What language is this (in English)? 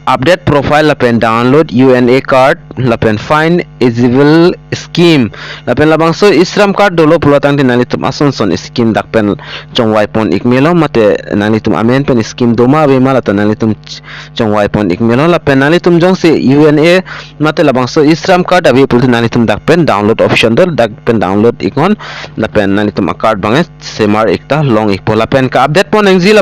Karbi